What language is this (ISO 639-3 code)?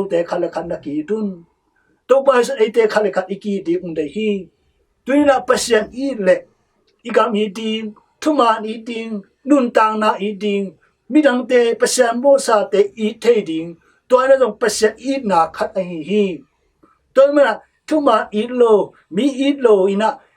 ctd